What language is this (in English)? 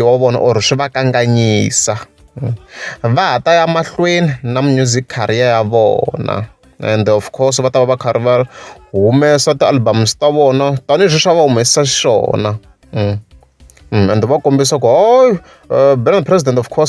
Tsonga